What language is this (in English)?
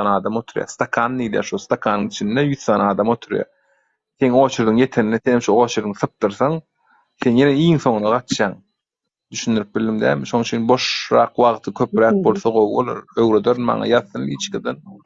Turkmen